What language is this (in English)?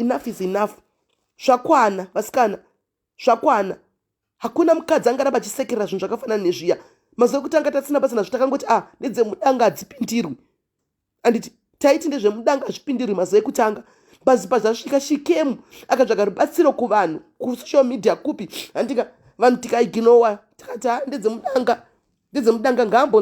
Shona